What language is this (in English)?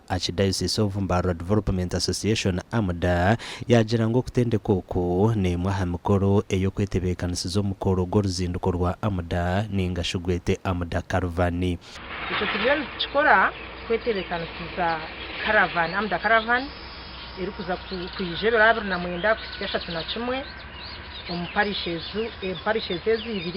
Nyankole